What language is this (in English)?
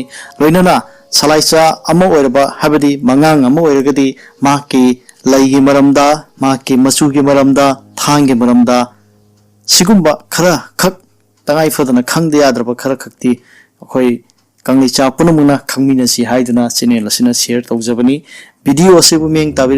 Manipuri